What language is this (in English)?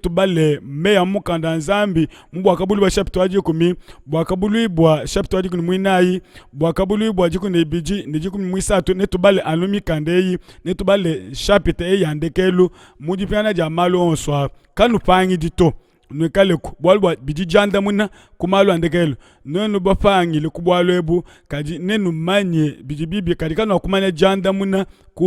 Luba-Lulua